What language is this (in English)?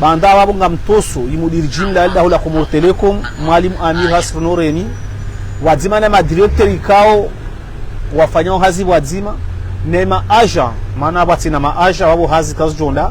Ngazidja Comorian